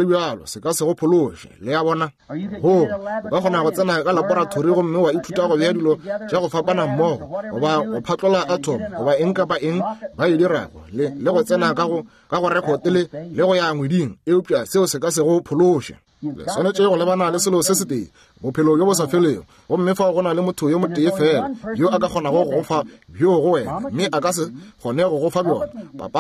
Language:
Northern Sotho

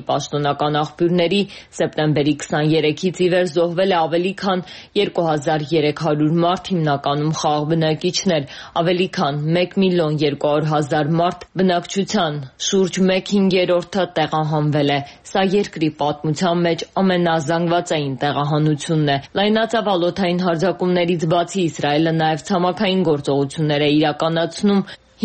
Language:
Armenian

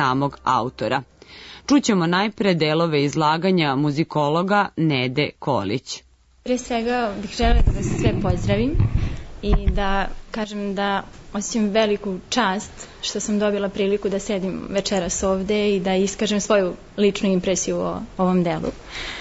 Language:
Serbian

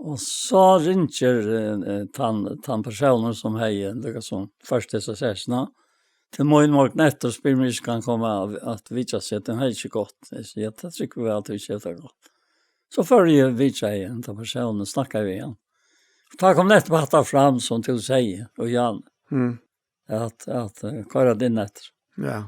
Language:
Faroese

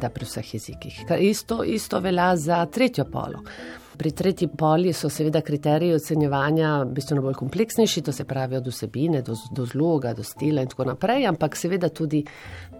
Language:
Slovenian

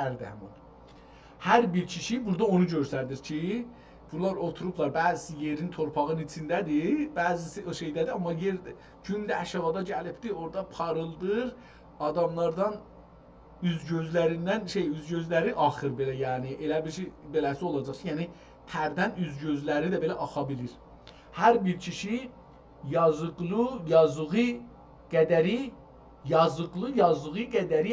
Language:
South Azerbaijani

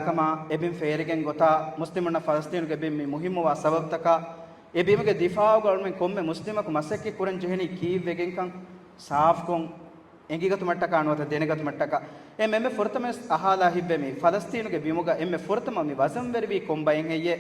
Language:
Divehi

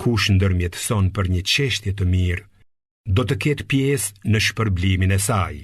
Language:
Albanian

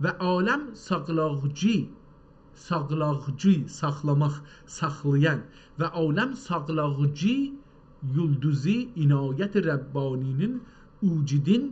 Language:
South Azerbaijani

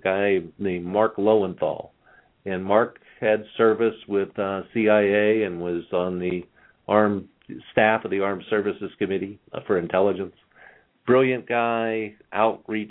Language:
English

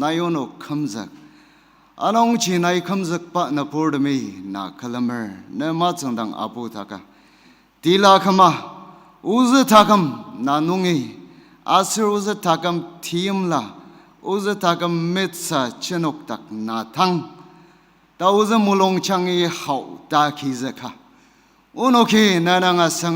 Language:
Ao Naga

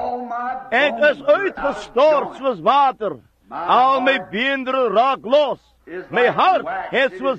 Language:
Afrikaans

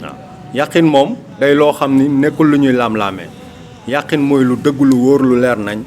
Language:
Wolof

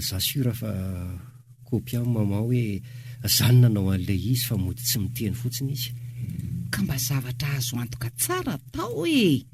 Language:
Malagasy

